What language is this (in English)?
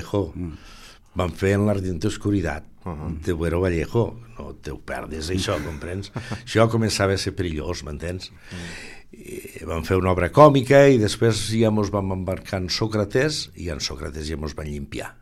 Catalan